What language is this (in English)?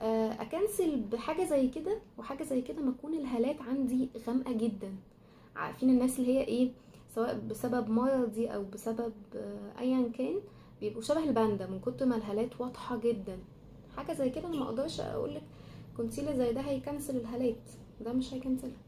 Egyptian Arabic